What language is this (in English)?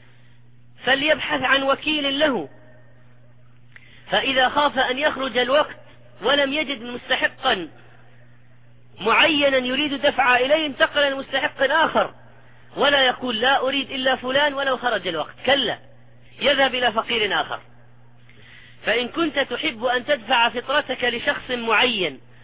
Arabic